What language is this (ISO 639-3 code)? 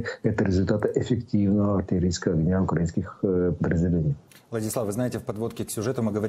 rus